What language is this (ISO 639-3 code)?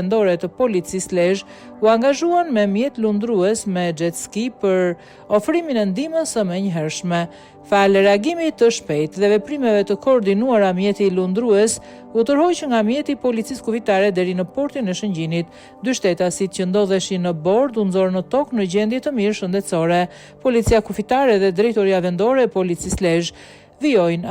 sqi